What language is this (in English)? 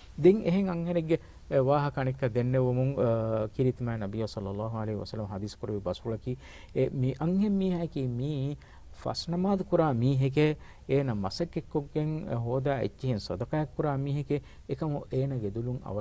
Divehi